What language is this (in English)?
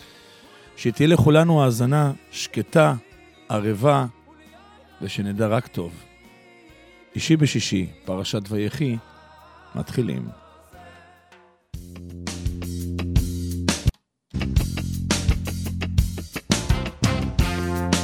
Hebrew